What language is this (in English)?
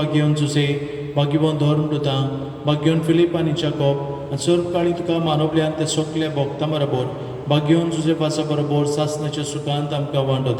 Konkani